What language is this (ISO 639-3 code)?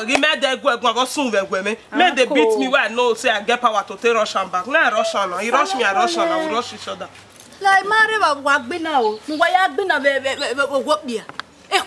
bin